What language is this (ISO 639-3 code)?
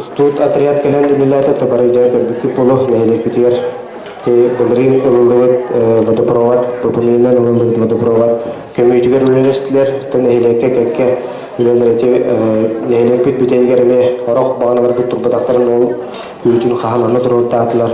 sah